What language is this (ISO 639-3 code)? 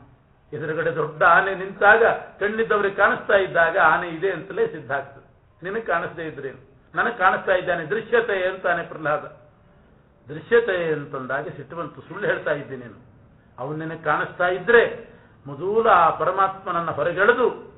kan